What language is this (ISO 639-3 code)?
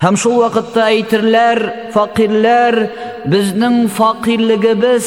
tat